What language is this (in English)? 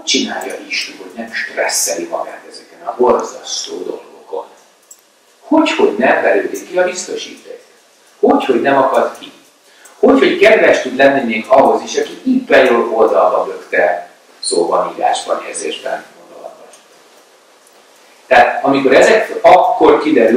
Hungarian